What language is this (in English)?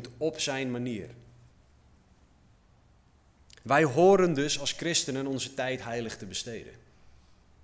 Dutch